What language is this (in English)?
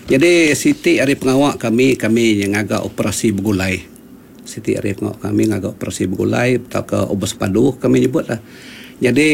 Iban